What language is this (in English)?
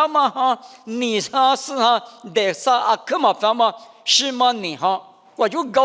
Lisu